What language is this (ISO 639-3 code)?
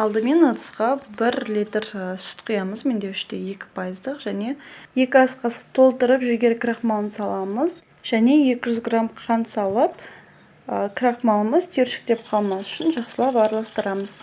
kaz